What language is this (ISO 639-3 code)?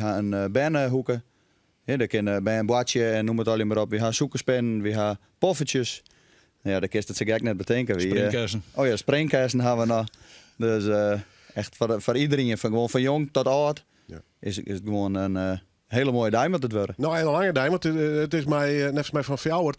fry